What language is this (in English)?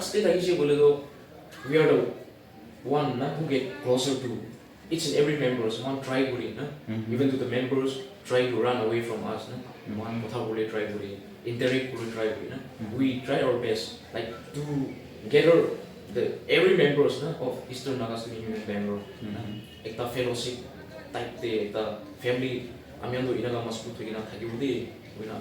Naga Pidgin